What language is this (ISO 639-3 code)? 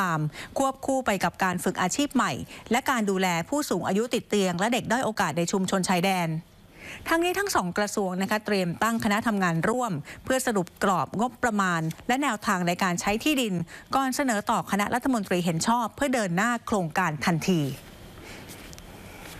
tha